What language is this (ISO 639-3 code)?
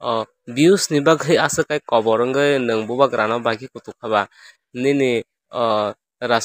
trp